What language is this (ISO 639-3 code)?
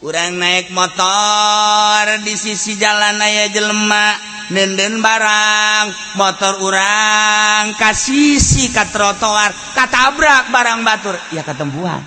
sun